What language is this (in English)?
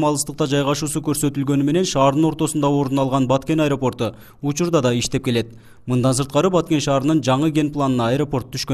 Kyrgyz